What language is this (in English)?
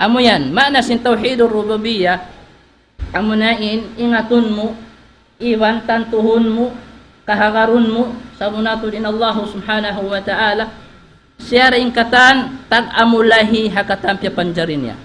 Tausug